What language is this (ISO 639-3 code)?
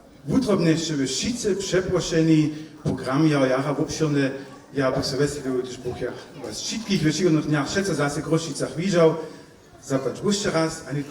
hsb